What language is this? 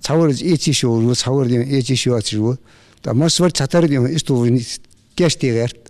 Ingush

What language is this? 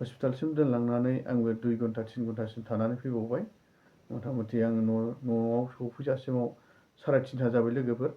Bodo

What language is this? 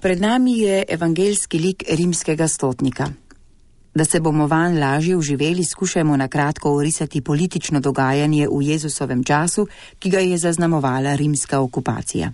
Slovenian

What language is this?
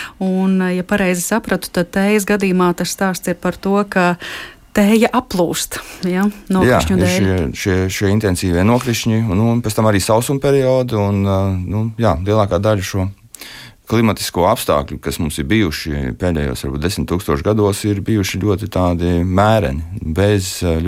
Latvian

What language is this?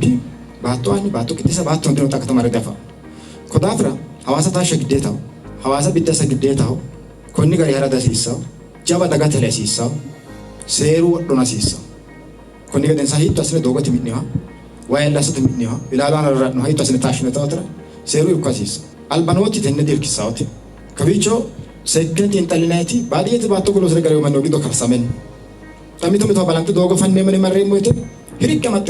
Sidamo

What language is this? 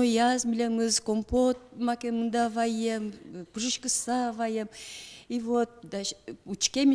Udmurt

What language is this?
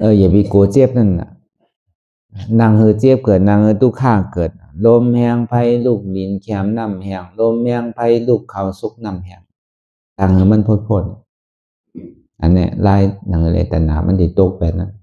Shan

